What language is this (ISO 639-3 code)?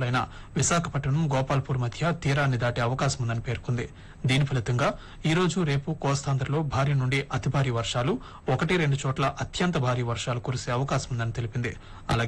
tel